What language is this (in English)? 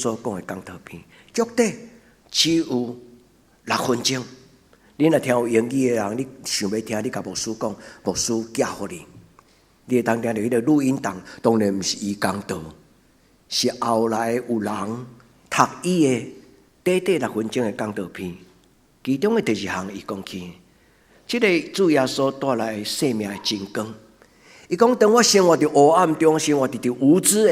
Min Nan Chinese